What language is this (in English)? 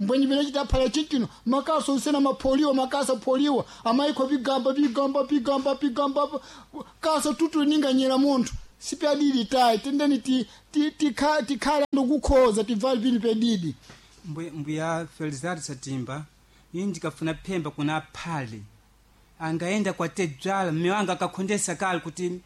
Sena